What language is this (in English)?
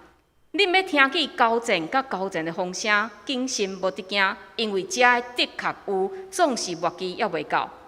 Min Nan Chinese